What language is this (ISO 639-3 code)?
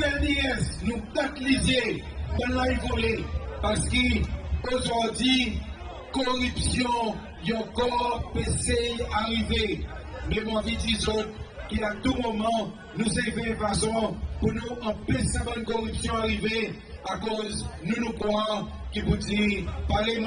crs